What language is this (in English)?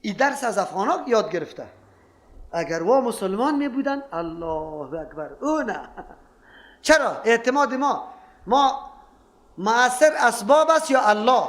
Persian